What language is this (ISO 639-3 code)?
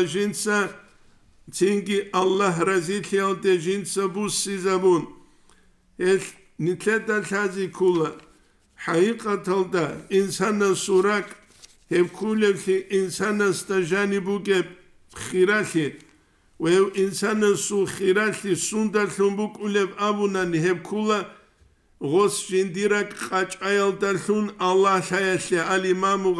ava